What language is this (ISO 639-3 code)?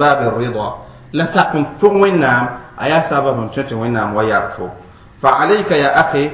mos